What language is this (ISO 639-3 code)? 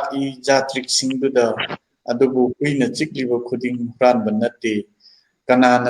mni